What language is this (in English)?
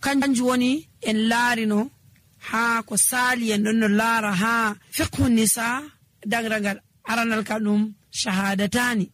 Nigerian Fulfulde